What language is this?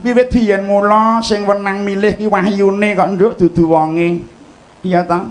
Javanese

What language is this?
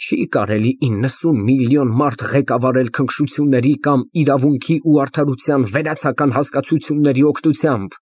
Armenian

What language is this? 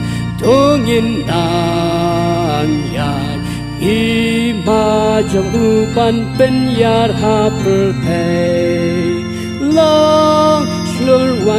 Khasi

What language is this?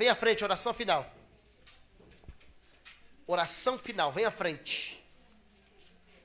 Portuguese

